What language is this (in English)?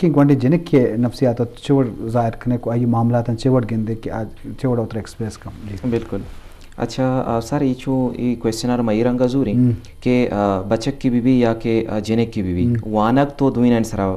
Eastern Balochi